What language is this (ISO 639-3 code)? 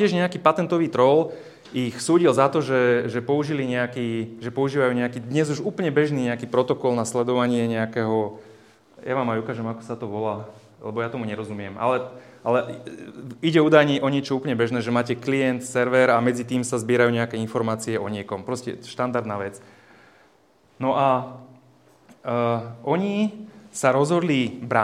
slk